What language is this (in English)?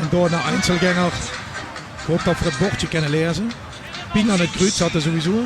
Limburgish